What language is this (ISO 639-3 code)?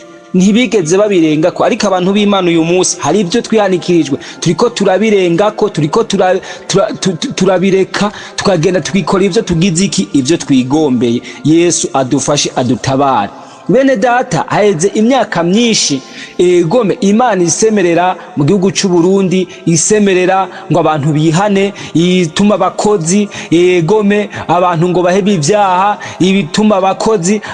run